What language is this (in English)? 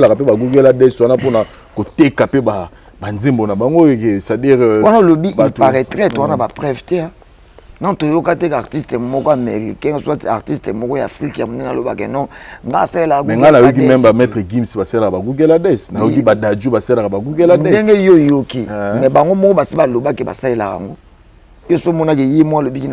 Lingala